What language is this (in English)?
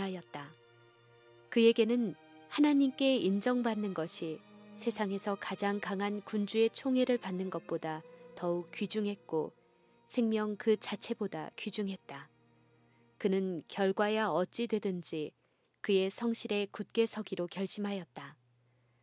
Korean